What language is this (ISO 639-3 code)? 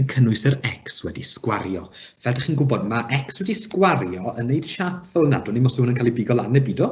cym